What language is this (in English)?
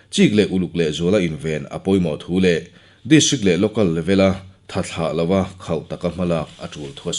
Mizo